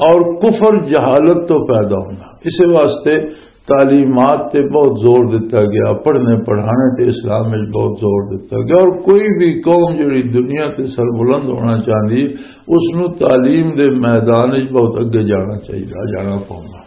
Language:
Western Panjabi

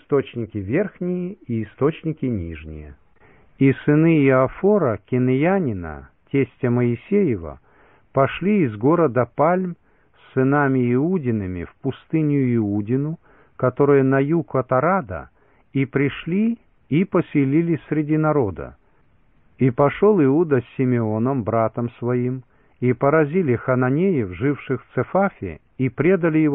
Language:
Russian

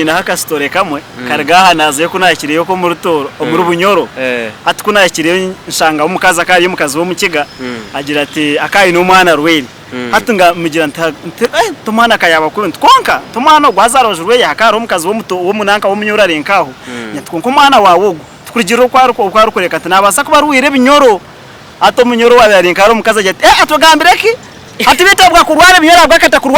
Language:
Nyankole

